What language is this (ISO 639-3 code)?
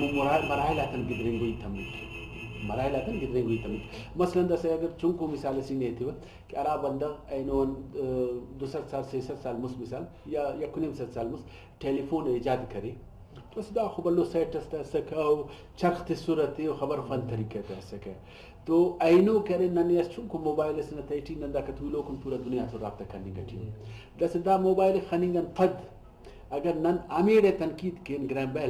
brh